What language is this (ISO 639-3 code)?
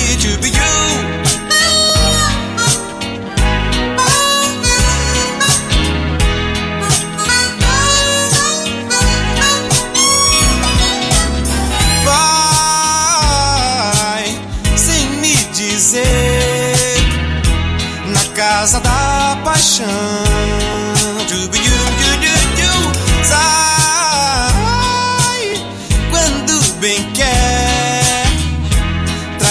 por